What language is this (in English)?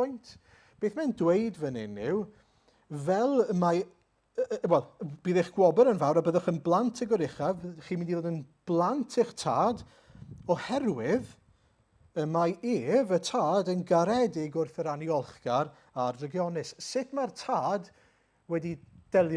Welsh